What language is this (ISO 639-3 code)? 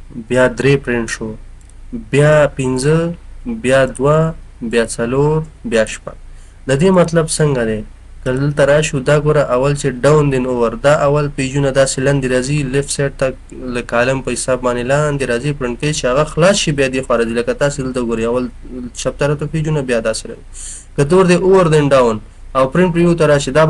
pus